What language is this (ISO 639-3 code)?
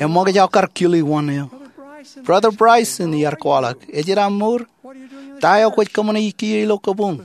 mah